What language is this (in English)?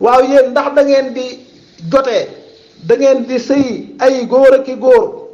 Wolof